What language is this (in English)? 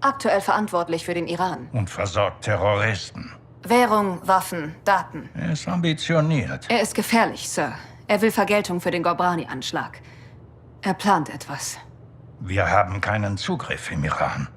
Bavarian